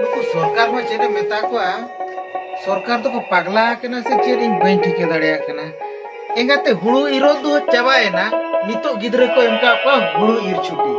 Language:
Santali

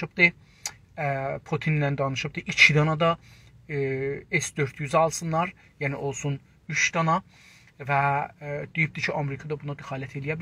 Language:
South Azerbaijani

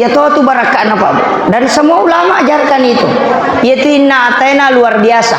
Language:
Buginese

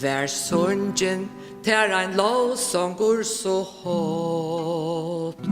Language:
Faroese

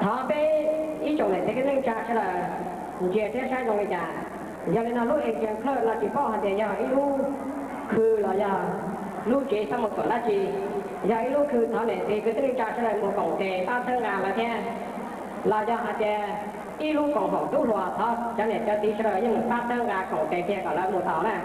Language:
Hmong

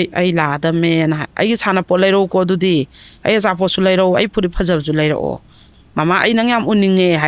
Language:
Manipuri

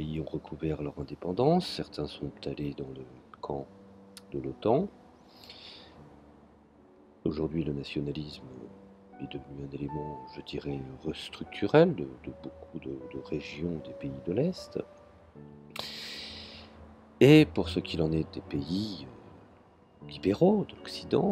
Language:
French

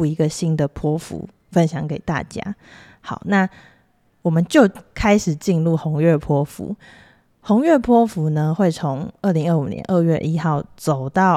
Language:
Chinese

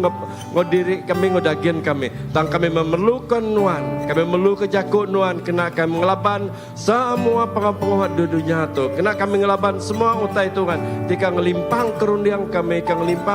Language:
Iban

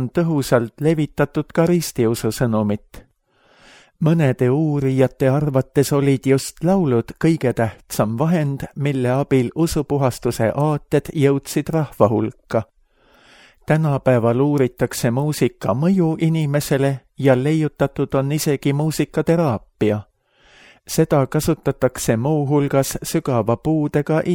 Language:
Estonian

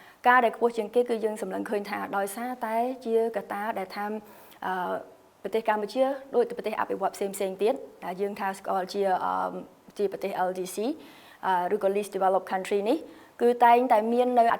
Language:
Khmer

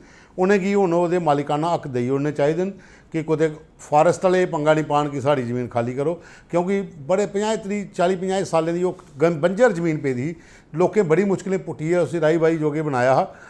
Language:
Dogri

